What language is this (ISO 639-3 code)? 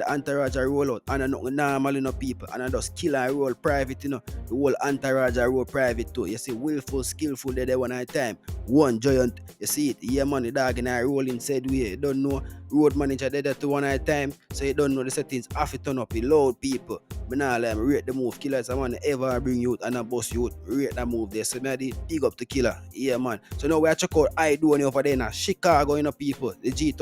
jam